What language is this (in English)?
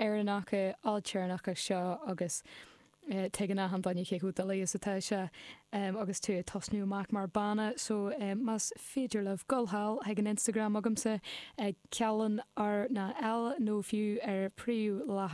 Irish